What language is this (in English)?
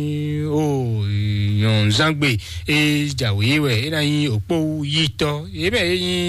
Fon